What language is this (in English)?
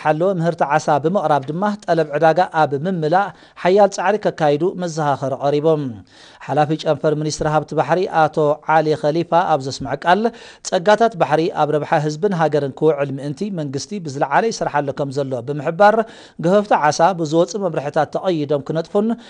Tigrinya